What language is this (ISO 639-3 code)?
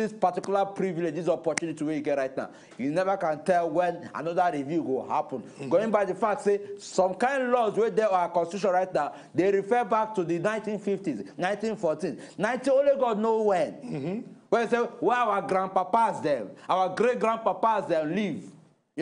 pcm